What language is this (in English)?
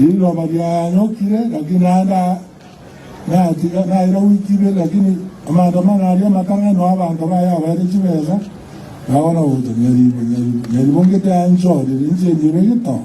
Gusii